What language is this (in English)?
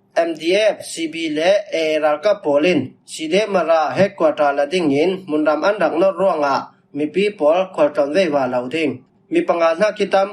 Falam Chin